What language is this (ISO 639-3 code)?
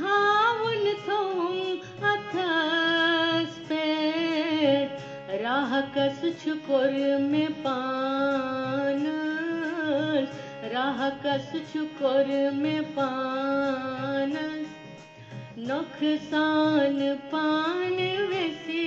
kas